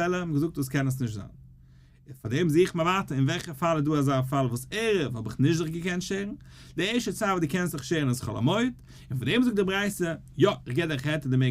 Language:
Yiddish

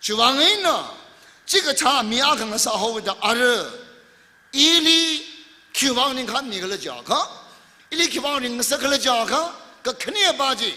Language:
Tangkhul Naga (India)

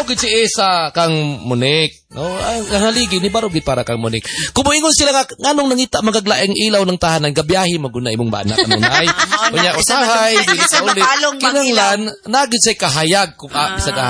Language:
Cebuano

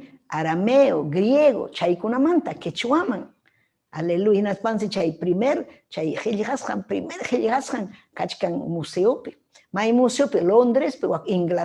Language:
Ayacucho Quechua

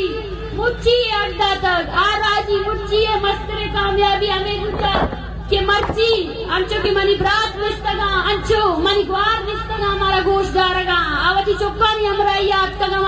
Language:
Baluchi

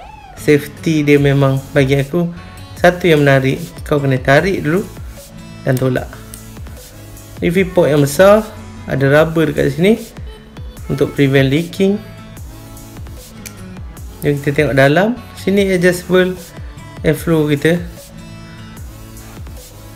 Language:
Malay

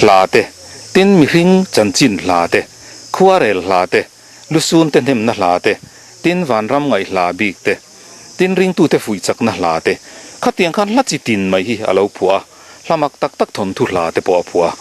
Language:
Mizo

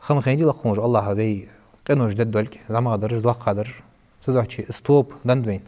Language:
Ingush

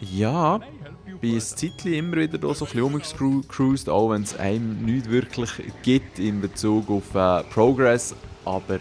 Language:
Swiss German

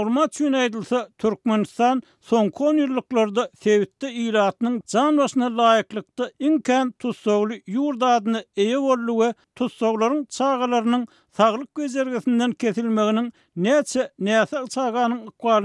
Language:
Turkmen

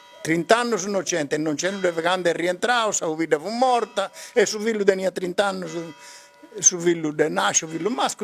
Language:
Sardinian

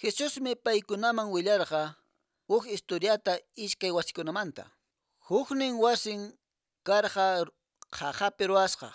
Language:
Quechua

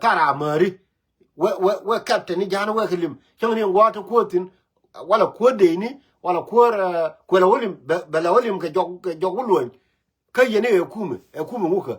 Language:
Nuer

